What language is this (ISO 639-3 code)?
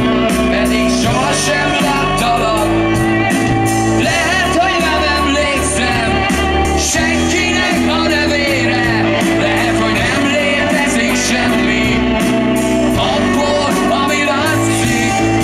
hun